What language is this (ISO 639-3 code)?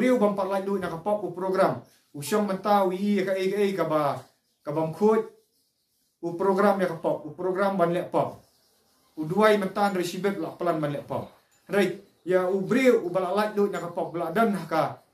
kha